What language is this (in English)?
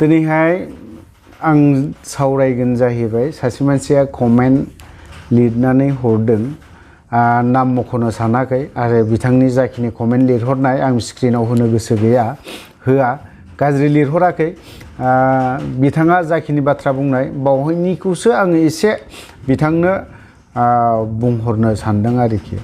Bodo